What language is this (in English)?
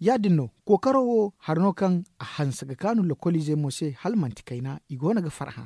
Zarma